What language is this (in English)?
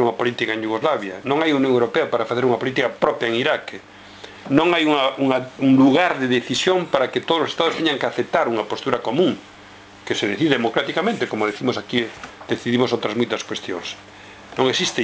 Galician